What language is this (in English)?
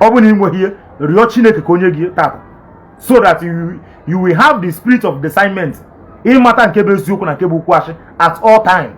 Igbo